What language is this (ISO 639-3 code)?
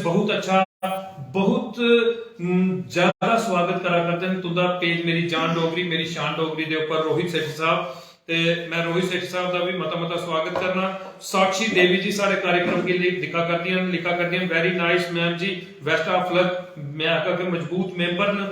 doi